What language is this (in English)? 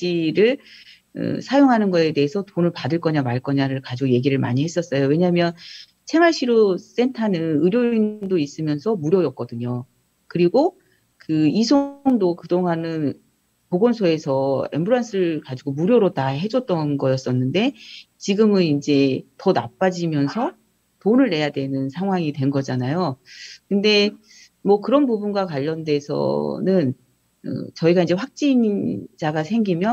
Korean